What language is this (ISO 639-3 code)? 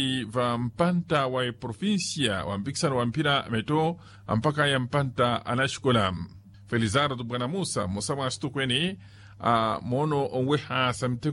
vmw